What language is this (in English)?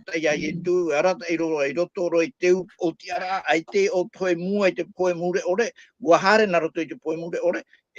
Tahitian